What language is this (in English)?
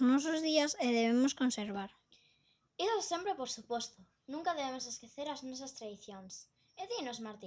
Galician